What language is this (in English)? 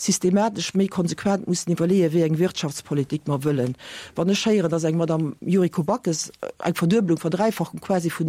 Luxembourgish